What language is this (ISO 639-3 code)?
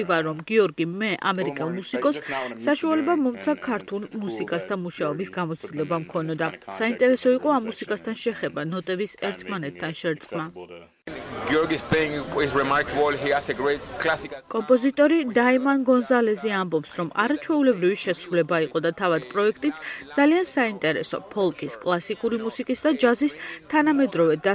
kat